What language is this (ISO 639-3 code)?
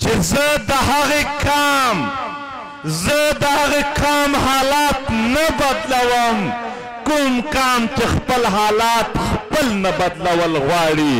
pus